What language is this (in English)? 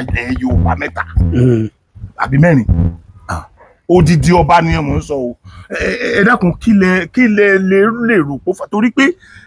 Yoruba